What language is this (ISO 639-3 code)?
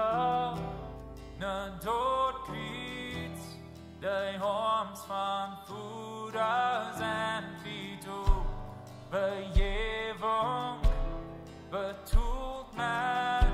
pdt